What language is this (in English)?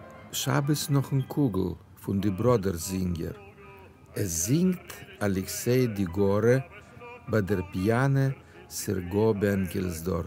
Yiddish